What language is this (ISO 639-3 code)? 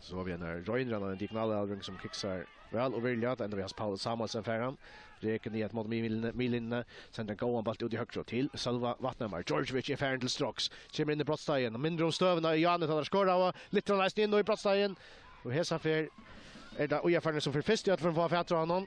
fao